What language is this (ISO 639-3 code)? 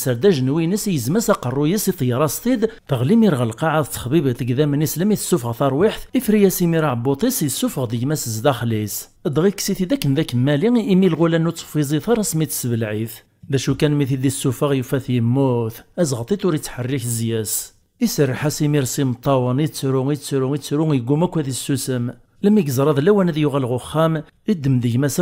kab